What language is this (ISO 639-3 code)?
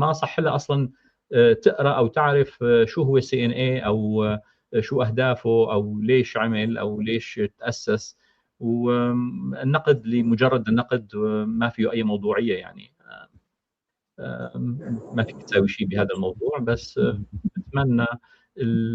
apc